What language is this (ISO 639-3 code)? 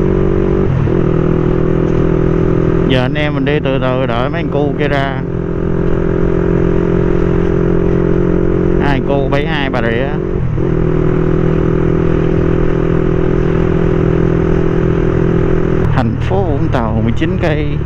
vie